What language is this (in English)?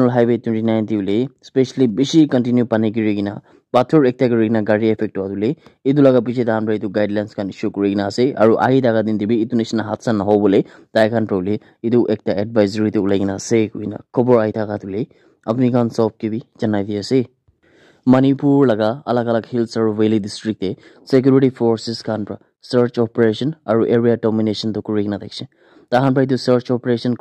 Naga Pidgin